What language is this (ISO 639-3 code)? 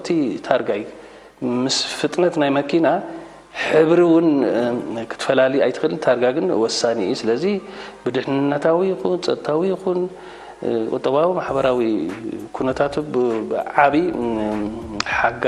tir